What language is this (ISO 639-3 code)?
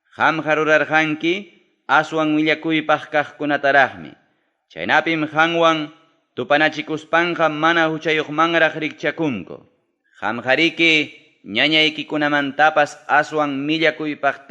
quy